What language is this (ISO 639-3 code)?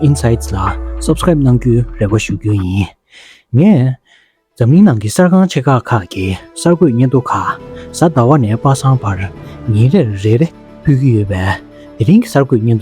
bod